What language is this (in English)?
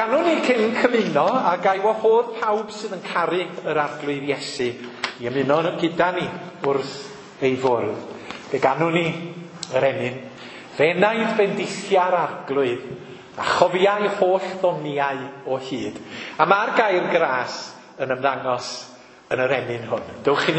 Welsh